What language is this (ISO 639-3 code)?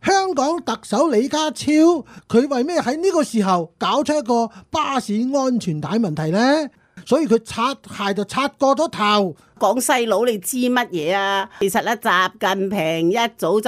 yue